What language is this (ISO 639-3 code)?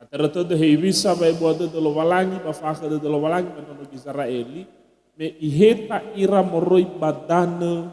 nia